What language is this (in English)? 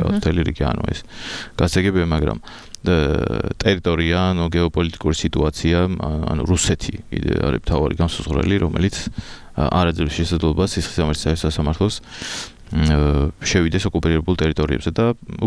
Georgian